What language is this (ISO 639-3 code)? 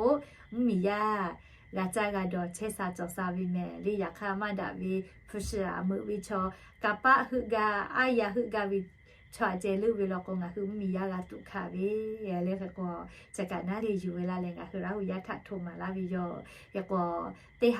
lhu